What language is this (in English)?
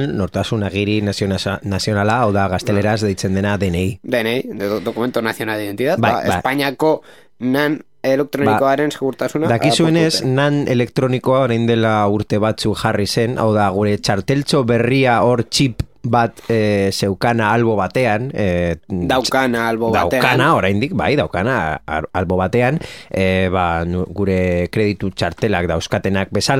Basque